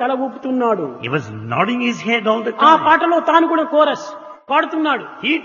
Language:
Telugu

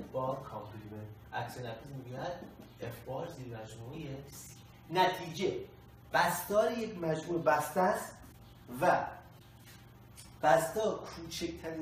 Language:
Persian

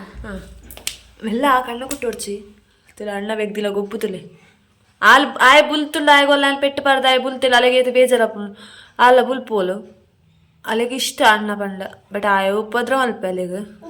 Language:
Tulu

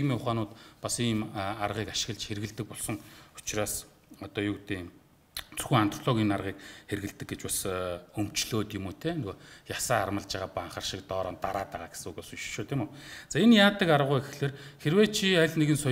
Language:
Mongolian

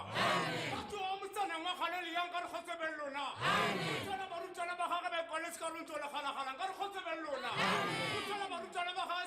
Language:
Tswana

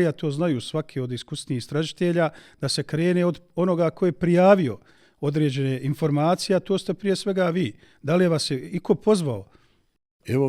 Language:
Bosnian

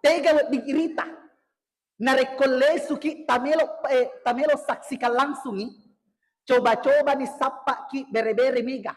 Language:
Buginese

